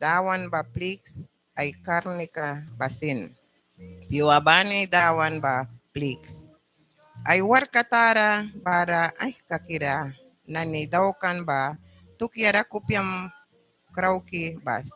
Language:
Mískito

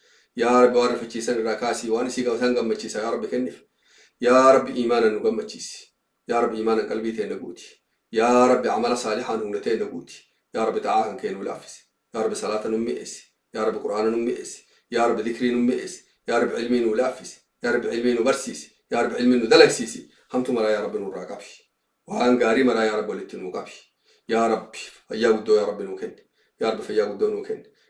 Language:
Oromo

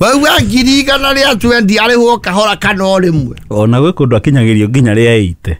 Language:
Kikuyu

